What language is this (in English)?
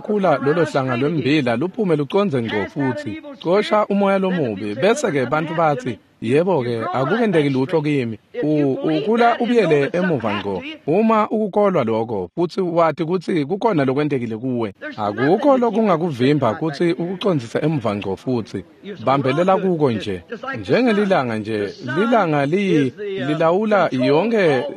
Swati